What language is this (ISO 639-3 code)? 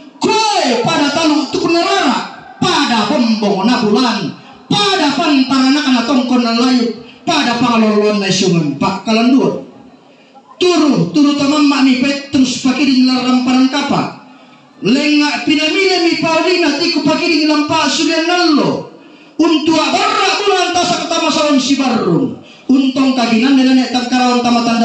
sda